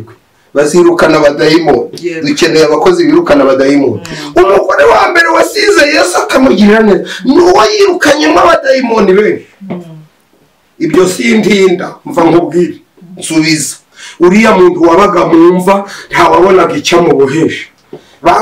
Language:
Kinyarwanda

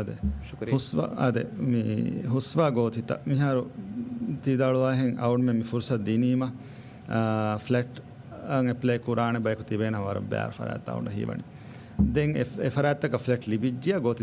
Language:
Divehi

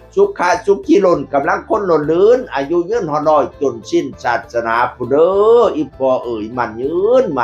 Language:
Northeastern Thai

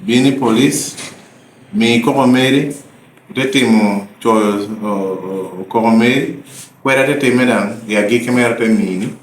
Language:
Lango (Uganda)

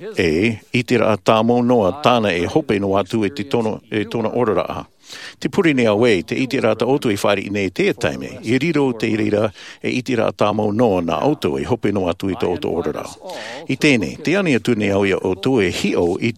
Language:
Tahitian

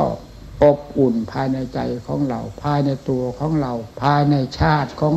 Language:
Thai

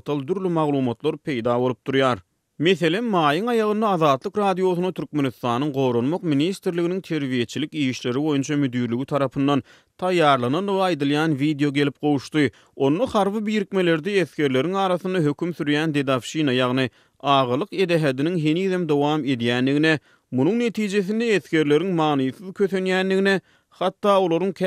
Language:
Turkmen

